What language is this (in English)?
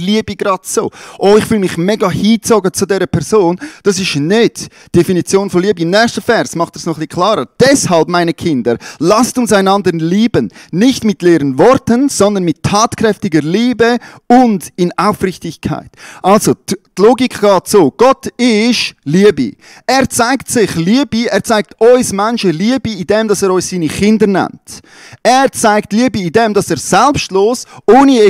Swiss German